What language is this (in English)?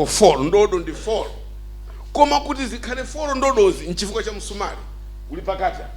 Nyanja